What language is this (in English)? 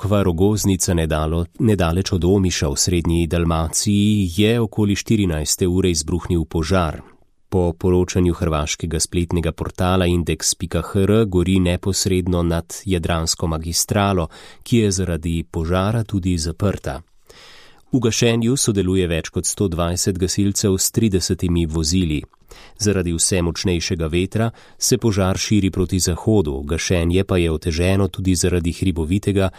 Slovenian